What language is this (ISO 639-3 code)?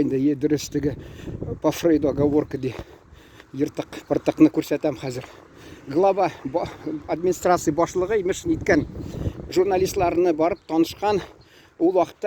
tat